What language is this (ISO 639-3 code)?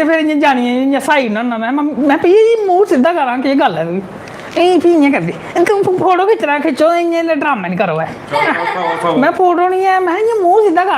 doi